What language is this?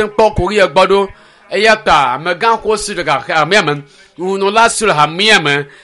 Ewe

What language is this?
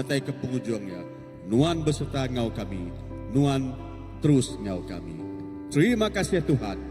Iban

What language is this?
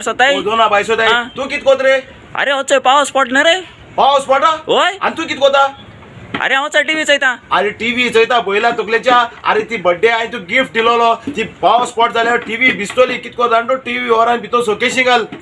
Konkani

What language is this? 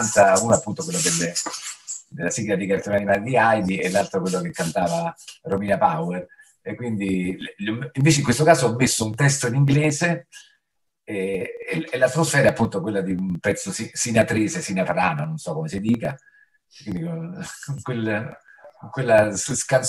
Italian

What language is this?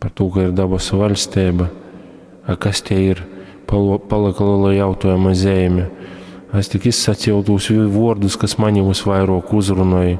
Latgalian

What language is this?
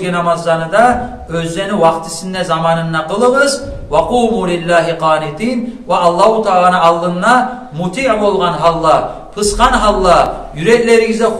Kumyk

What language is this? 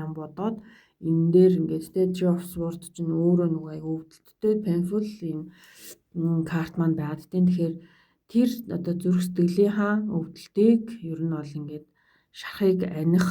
Mongolian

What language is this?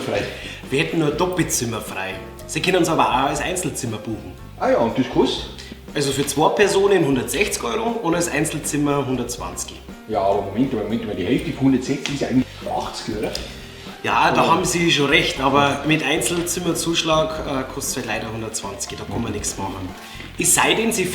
Bavarian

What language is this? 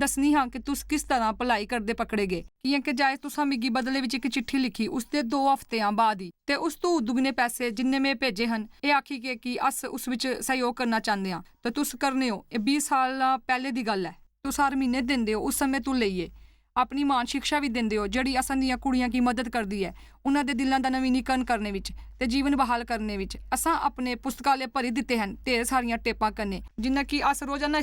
Dogri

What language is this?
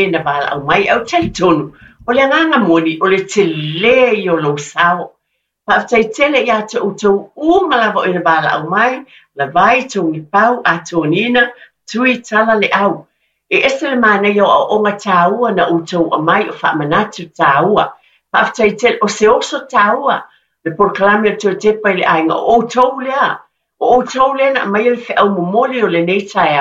Samoan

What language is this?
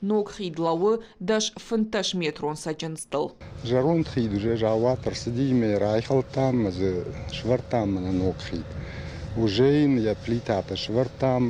Ossetic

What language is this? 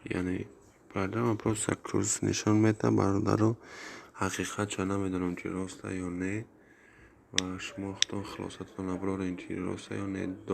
Tajik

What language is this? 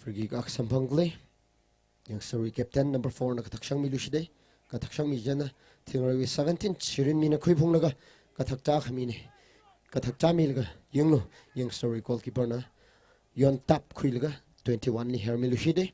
Tangkhul Naga (India)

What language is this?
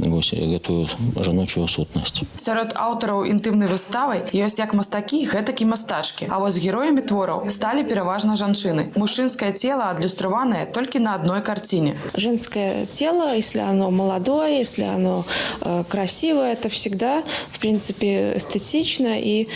Belarusian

